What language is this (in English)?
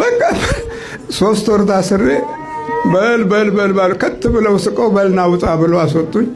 Amharic